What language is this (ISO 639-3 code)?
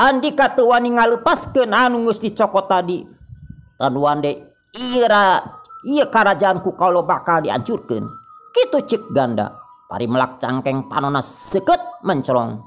sun